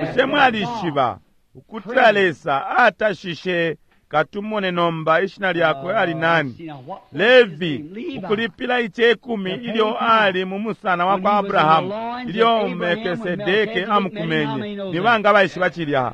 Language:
Bemba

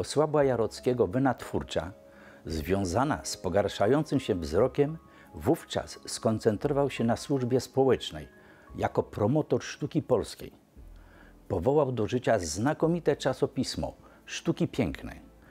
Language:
Polish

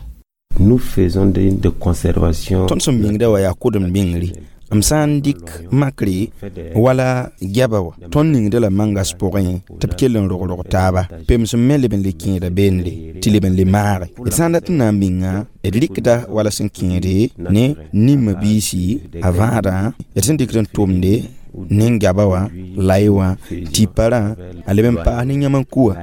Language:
Mossi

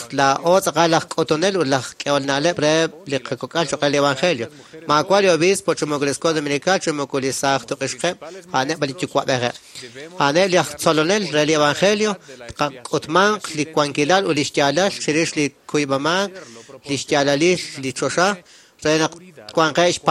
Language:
Kekchí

